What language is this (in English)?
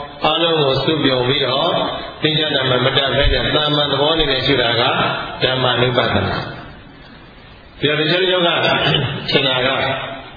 Burmese